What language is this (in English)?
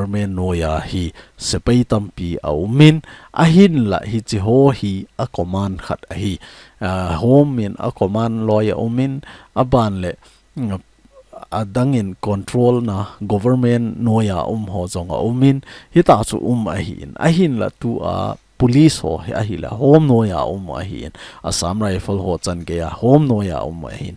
Thado Chin